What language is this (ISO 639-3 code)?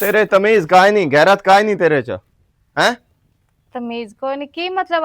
lah